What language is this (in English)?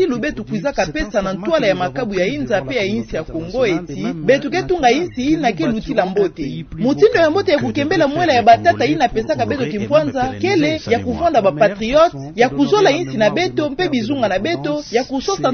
Kituba (Democratic Republic of Congo)